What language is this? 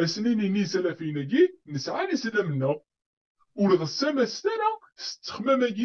Kabyle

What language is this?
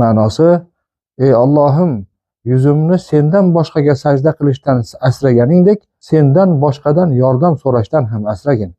Uzbek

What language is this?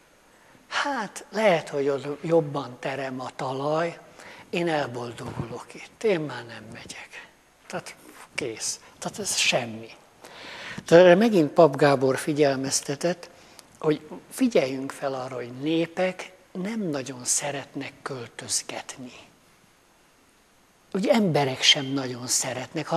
Hungarian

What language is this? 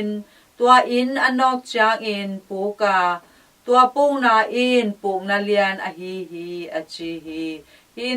Tedim Chin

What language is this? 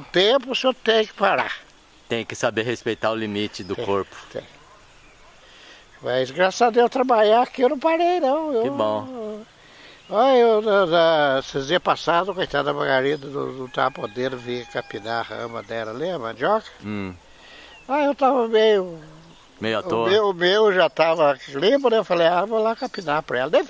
Portuguese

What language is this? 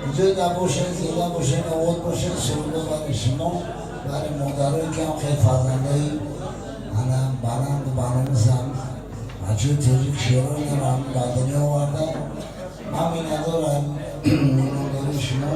Tajik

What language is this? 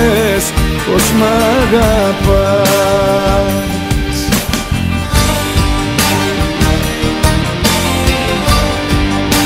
Greek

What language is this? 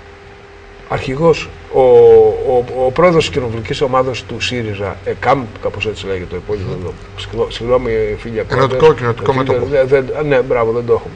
Greek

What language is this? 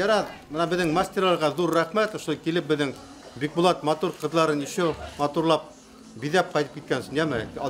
Bashkir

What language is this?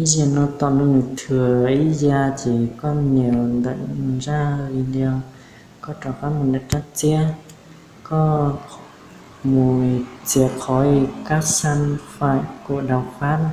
Hmong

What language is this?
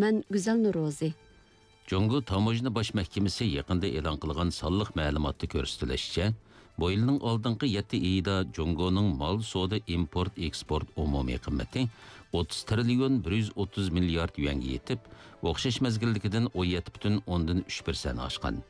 Uyghur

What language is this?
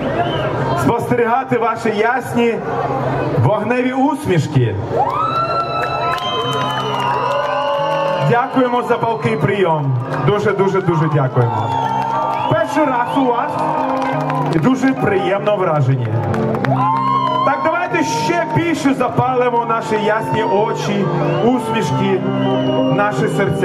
Ukrainian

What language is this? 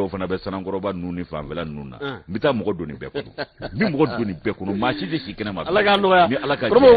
Bambara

